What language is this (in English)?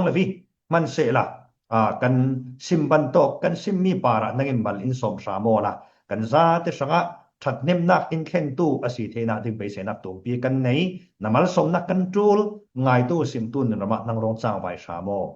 Falam Chin